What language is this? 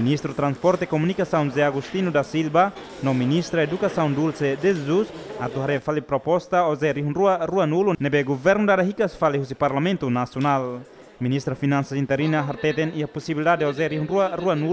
Tetum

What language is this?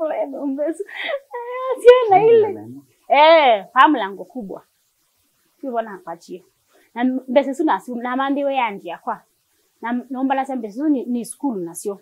Kamba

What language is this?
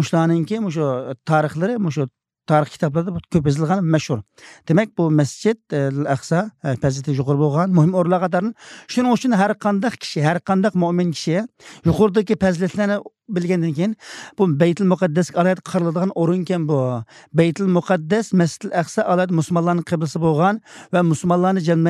Uyghur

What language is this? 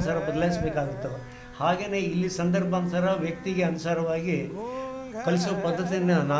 Kannada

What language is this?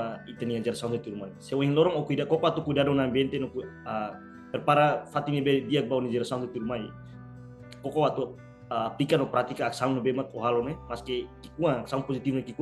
Tetum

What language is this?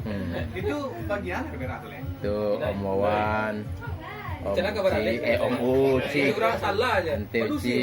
Minangkabau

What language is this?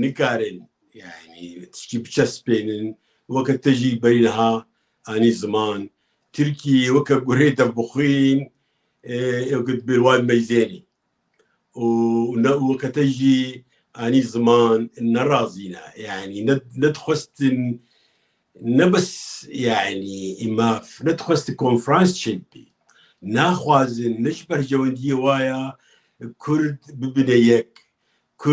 Kurdish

